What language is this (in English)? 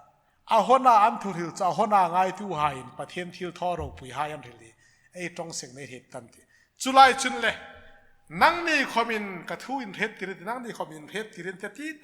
Hmar